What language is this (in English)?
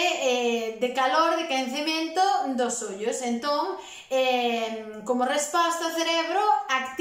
Galician